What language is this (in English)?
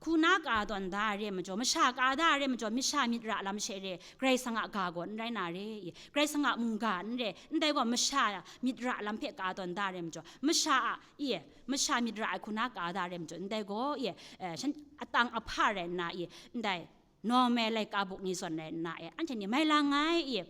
Kachin